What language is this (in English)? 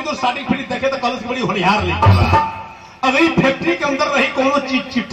Bhojpuri